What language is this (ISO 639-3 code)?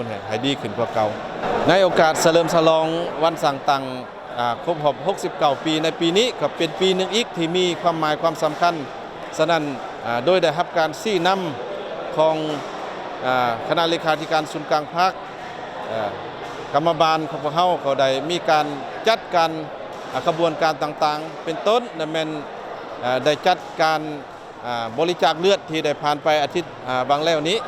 lao